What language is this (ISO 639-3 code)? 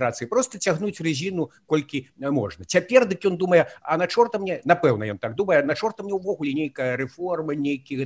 bel